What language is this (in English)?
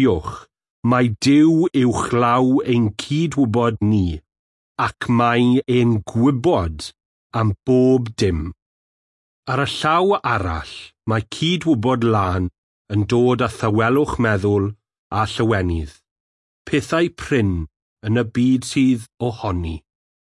Welsh